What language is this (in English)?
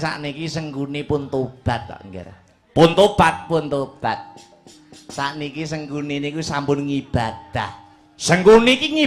Javanese